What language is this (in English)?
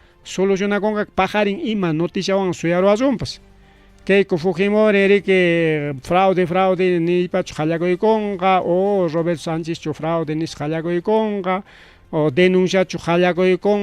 Ayacucho Quechua